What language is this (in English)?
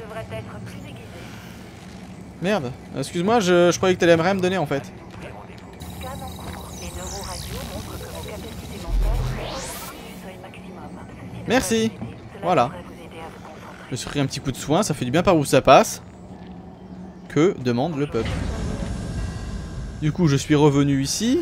French